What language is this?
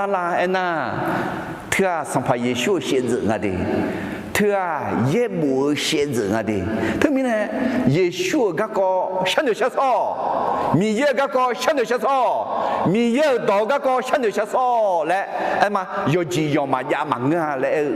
Akha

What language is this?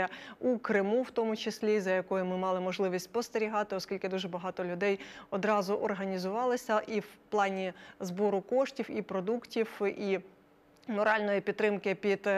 Ukrainian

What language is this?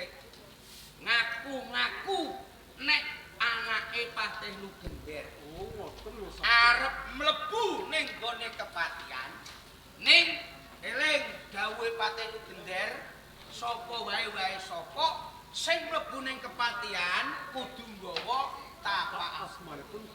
Javanese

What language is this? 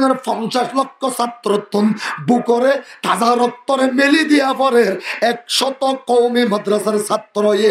Rohingya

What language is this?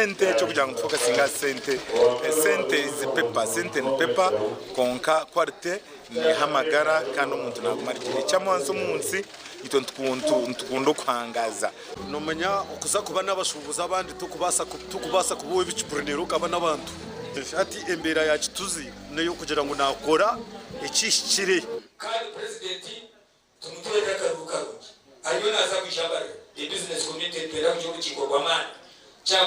Nyankole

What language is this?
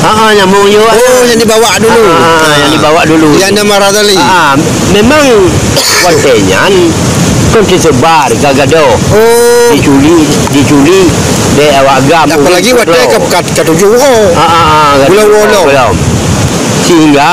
Achinese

